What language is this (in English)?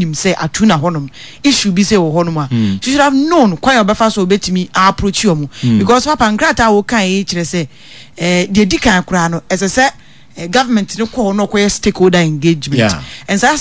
Akan